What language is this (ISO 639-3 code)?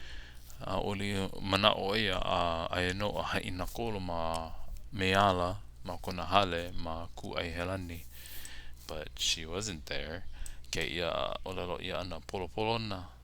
haw